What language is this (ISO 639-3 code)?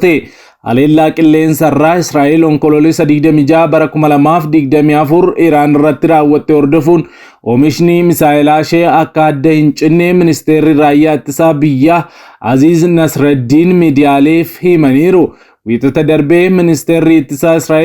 orm